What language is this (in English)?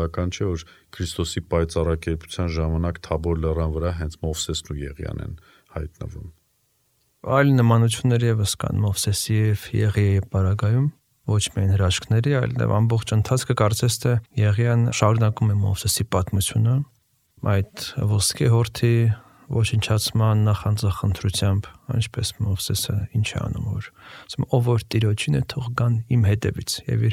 Armenian